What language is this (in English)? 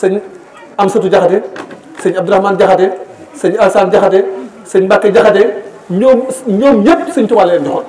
Wolof